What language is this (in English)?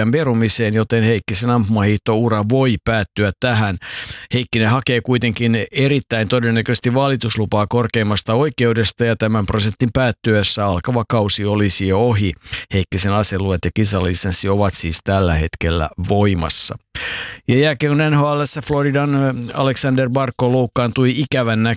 Finnish